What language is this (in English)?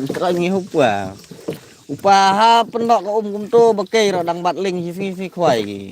Khasi